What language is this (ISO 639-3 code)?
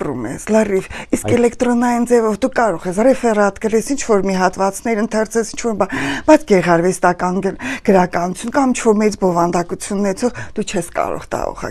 hye